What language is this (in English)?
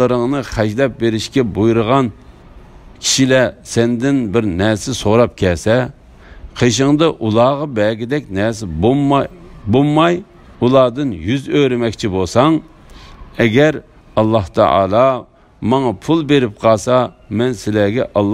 Uyghur